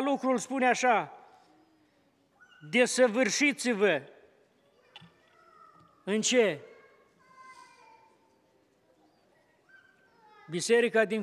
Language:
Romanian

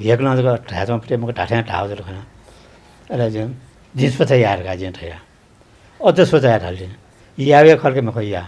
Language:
Newari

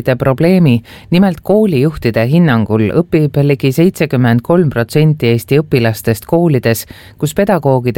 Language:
Estonian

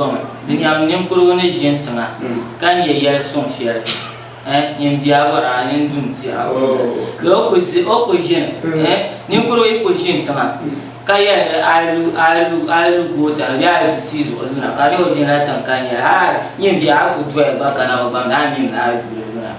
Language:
Dagbani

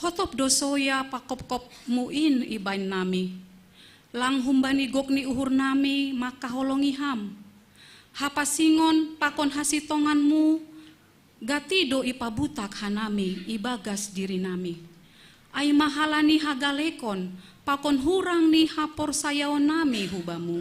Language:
Batak Simalungun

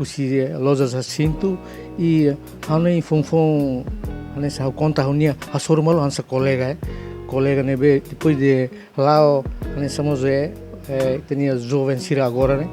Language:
Tetum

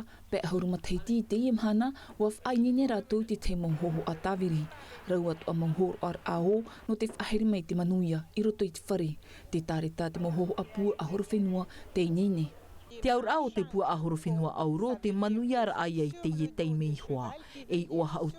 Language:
Tahitian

